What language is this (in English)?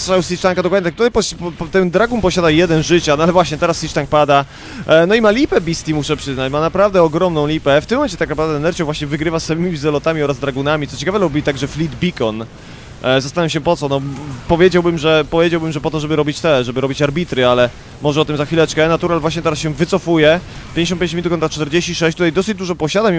Polish